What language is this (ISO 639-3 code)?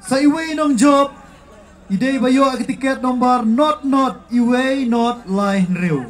kha